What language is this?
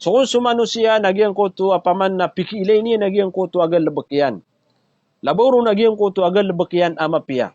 Maranao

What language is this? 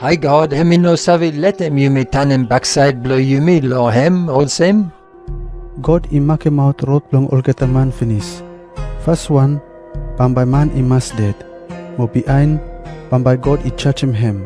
Bislama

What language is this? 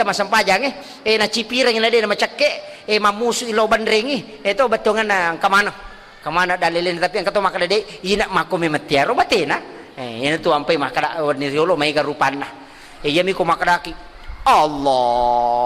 Buginese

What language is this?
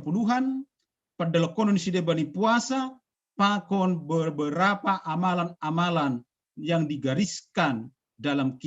Batak Simalungun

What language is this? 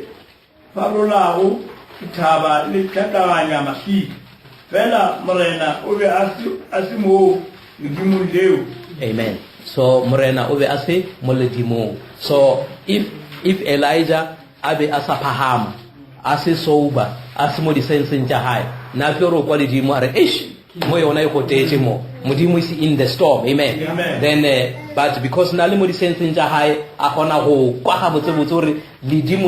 Northern Sotho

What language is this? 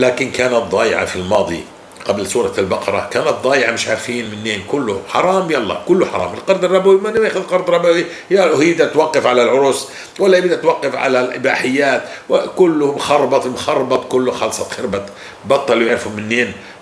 North Levantine Arabic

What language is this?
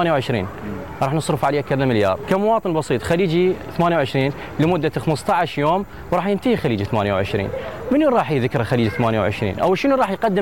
Mesopotamian Arabic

